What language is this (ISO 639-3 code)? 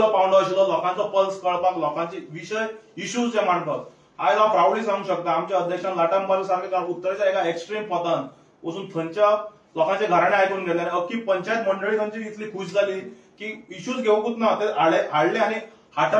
kok